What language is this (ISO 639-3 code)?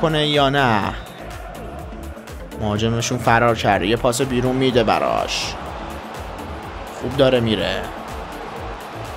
fas